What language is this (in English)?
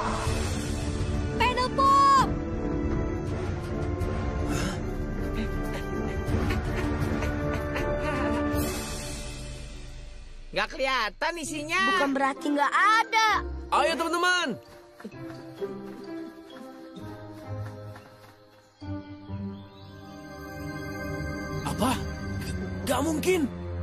Indonesian